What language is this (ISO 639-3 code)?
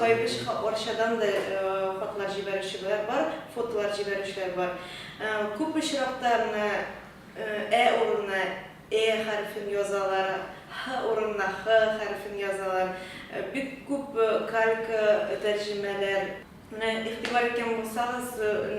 tat